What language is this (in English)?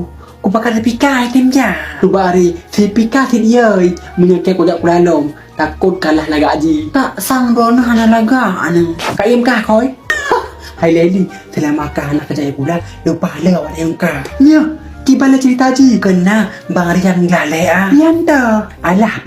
Achinese